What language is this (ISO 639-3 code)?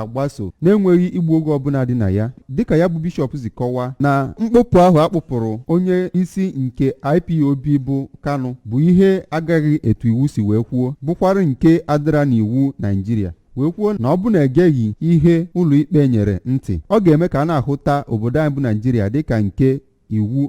ibo